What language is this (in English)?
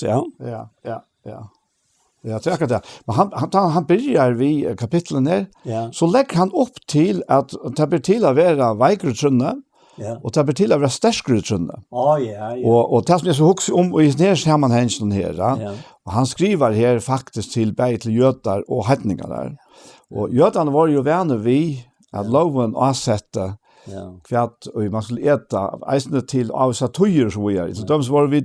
Faroese